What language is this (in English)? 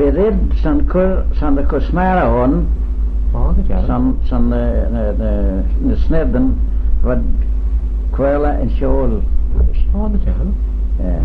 Manx